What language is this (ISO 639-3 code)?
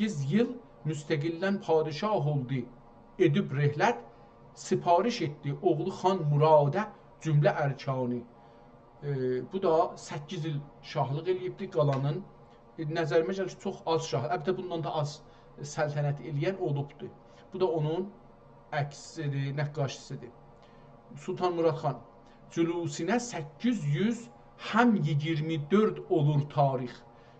azb